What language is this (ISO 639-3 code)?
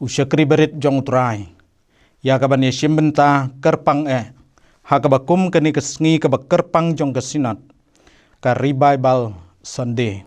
kha